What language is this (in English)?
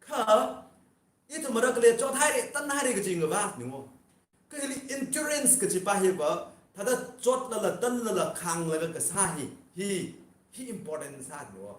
Tangkhul Naga (India)